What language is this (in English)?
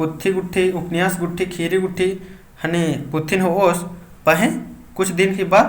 Kurukh